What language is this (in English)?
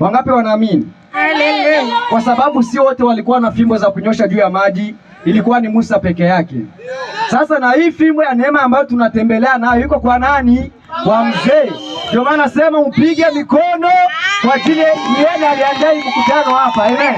Swahili